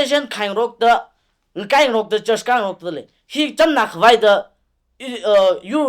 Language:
Tangkhul Naga (India)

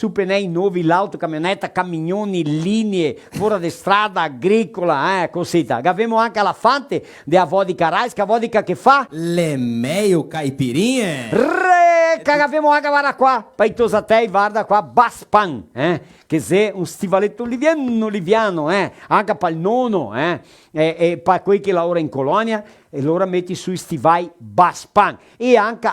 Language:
Venetian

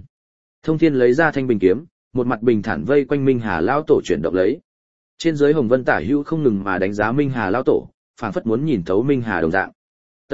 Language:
Vietnamese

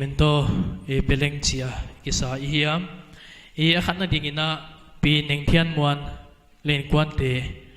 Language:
Paite Chin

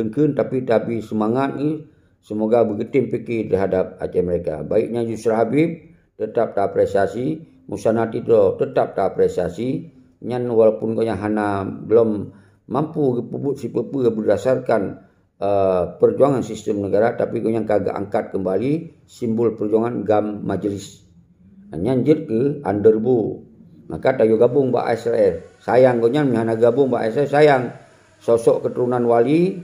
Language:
Achinese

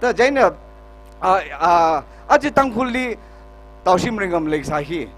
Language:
Tangkhul Naga (India)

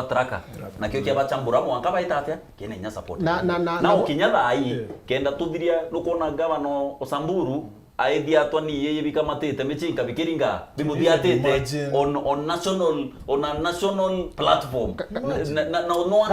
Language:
Meru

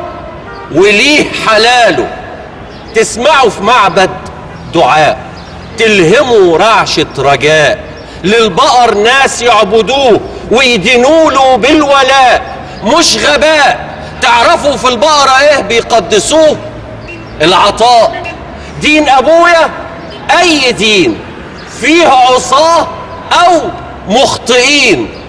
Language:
Egyptian Arabic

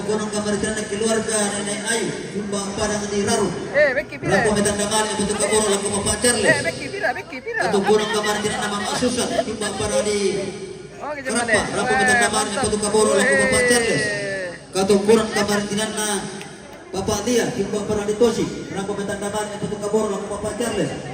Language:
Toraja-Sa'dan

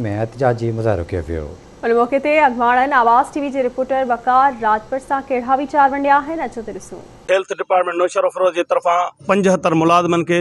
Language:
Sindhi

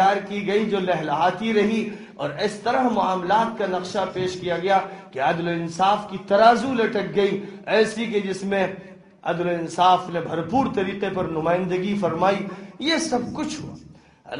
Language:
Urdu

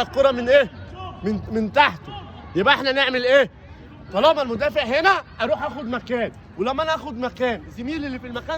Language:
Egyptian Arabic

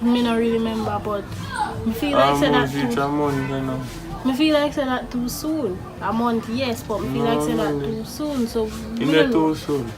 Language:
Jamaican Creole English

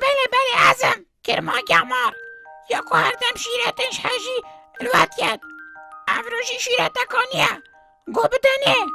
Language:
Kurdish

